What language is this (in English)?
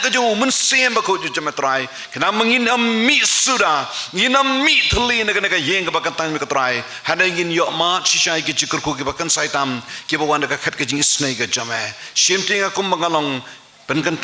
Khasi